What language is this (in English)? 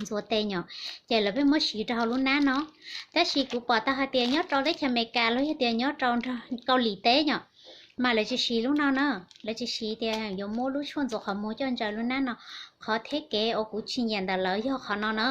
Hmong